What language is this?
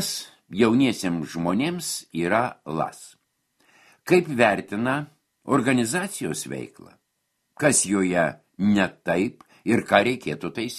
Lithuanian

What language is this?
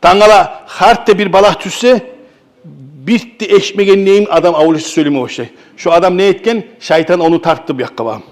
Kumyk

